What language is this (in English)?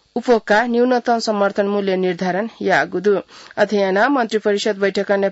Newari